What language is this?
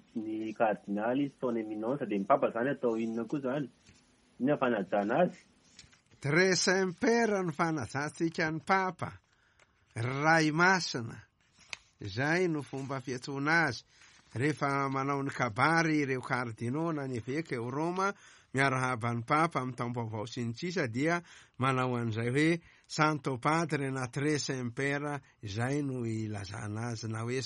Malagasy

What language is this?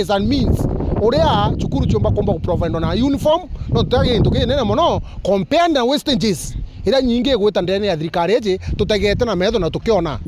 Meru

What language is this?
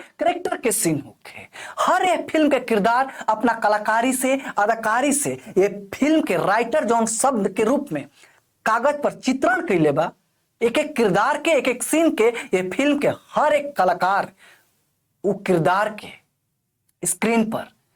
Bhojpuri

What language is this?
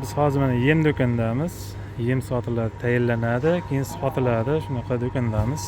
Uzbek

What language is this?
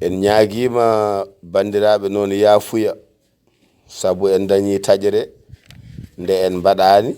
Fula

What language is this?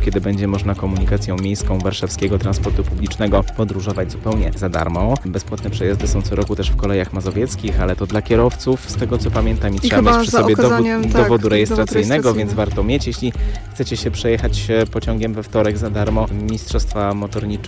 Polish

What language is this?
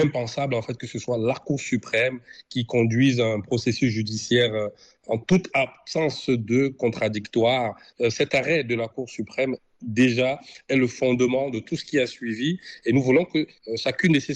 French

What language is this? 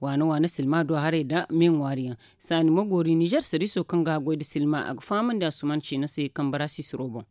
Zarma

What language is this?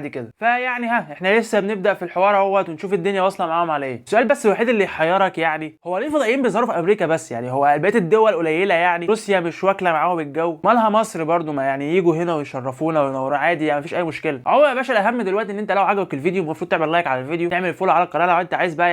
Egyptian Arabic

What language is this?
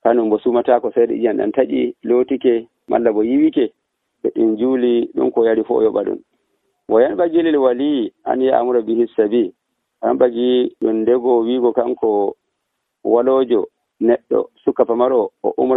Nigerian Fulfulde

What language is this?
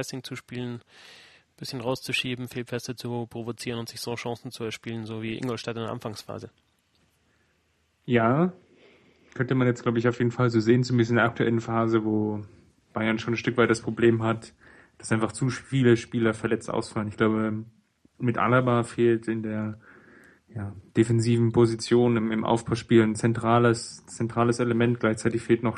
German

